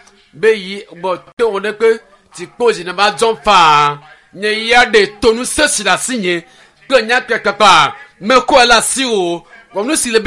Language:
Ewe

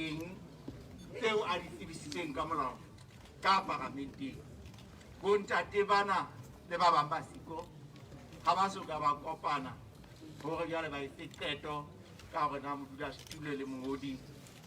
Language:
Southern Sotho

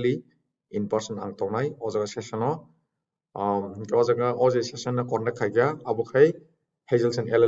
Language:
Kok Borok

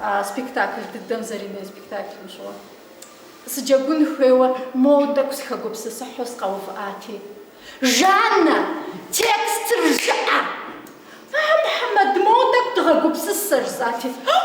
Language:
Kabardian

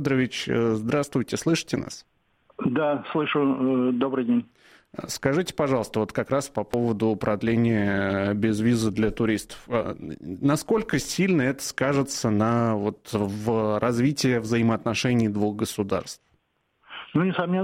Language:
Russian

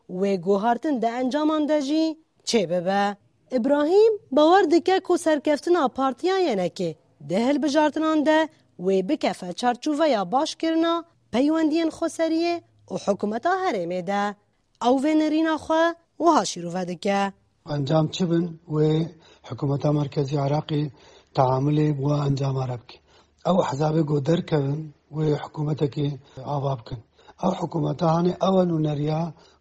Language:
Kurdish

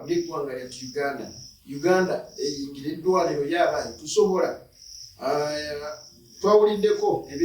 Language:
Ganda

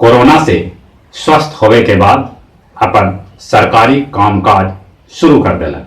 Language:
Magahi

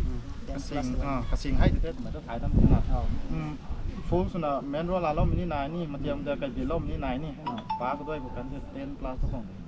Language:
Rongmei Naga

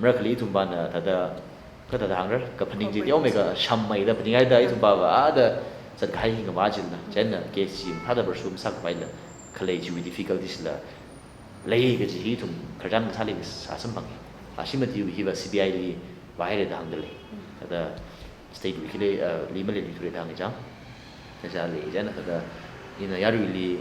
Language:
Tangkhul Naga (India)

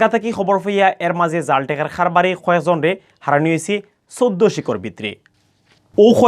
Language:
Sylheti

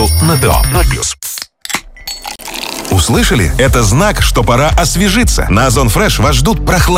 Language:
Russian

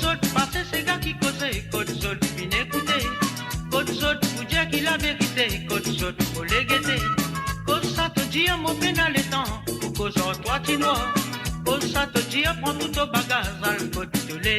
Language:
Morisyen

